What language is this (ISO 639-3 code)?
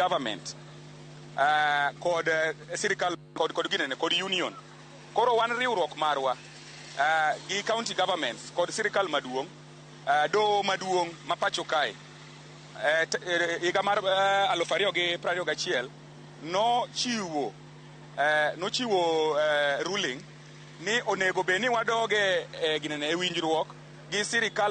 luo